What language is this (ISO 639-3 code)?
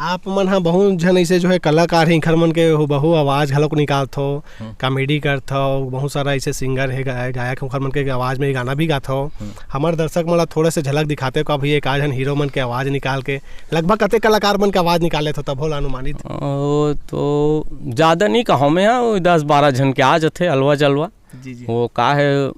hne